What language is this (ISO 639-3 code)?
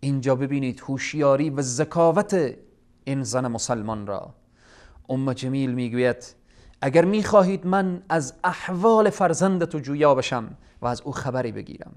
fas